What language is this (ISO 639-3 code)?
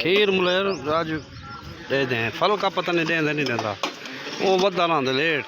skr